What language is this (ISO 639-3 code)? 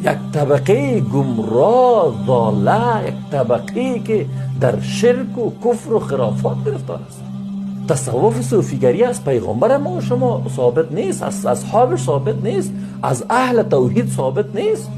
fas